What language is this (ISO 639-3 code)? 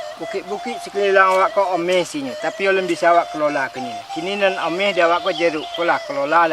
min